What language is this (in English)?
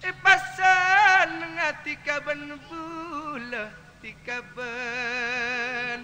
Madurese